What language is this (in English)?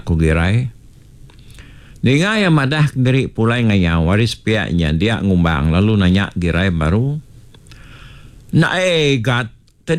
Iban